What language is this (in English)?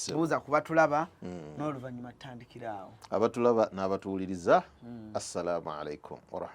Ganda